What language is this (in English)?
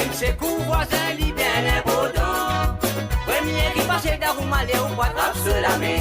Morisyen